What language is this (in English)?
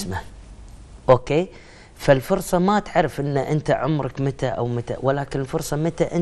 Gulf Arabic